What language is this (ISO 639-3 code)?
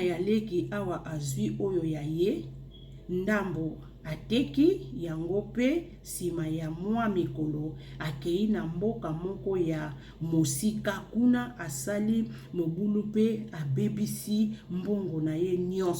lin